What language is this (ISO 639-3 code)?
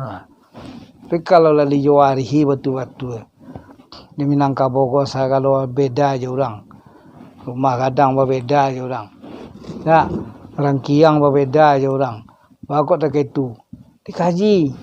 min